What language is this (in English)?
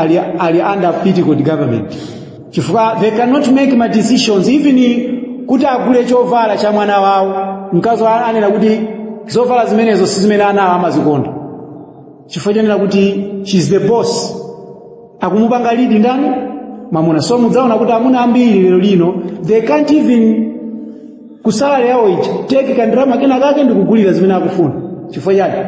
Nyanja